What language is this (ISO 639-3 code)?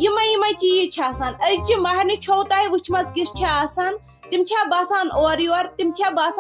kas